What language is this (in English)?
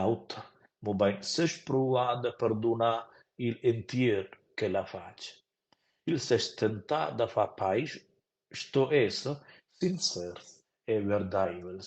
Romansh